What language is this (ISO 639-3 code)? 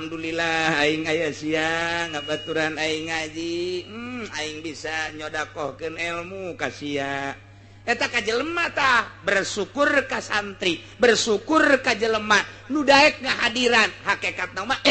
sun